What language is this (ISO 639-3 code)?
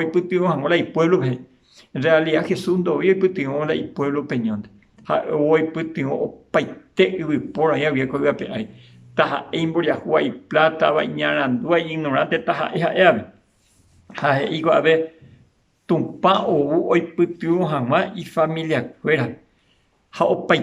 grn